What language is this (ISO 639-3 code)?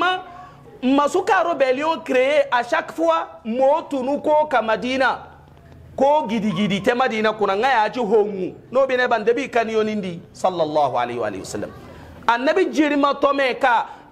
hau